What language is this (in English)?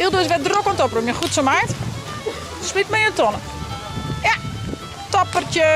Western Frisian